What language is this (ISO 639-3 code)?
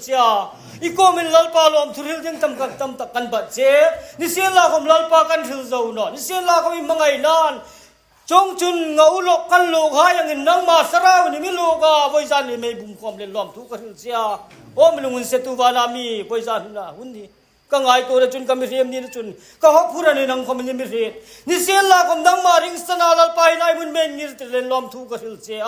hmr